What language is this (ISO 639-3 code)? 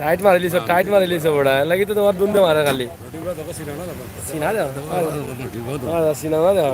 syl